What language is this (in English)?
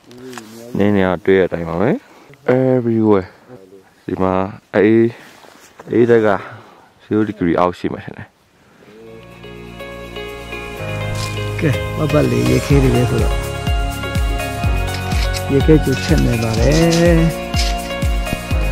Burmese